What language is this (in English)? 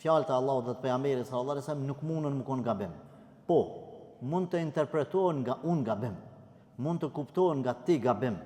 Albanian